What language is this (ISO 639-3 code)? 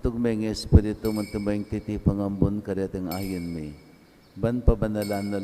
pam